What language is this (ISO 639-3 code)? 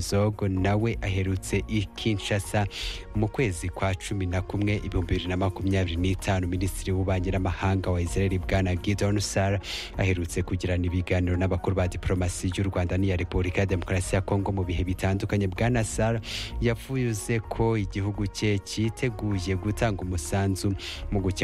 kin